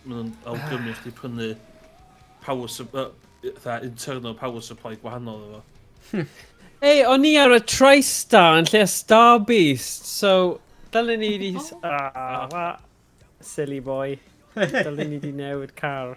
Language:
Welsh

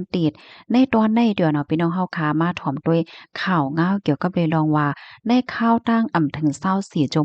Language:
Shan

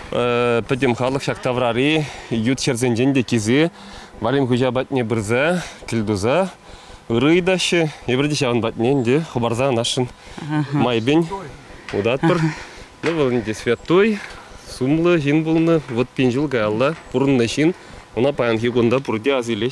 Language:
Chuvash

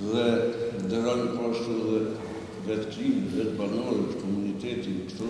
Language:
Albanian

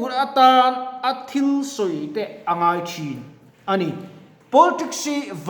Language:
Mizo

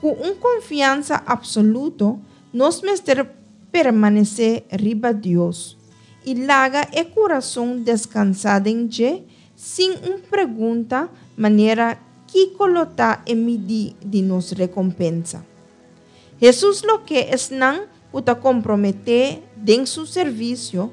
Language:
Papiamento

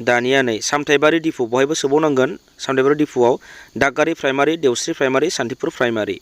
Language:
Bodo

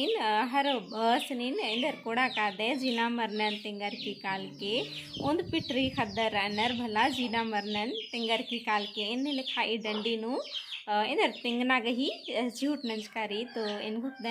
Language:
Kurukh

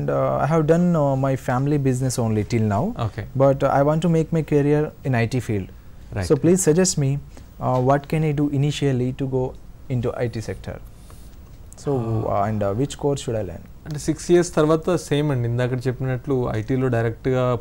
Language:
Telugu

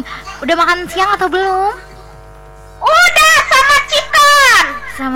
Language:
Indonesian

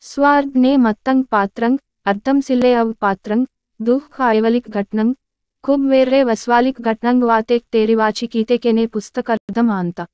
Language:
Gondi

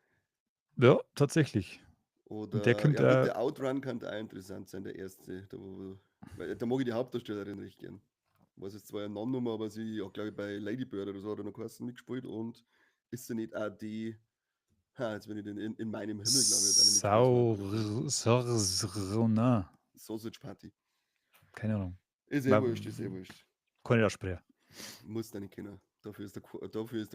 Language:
Bavarian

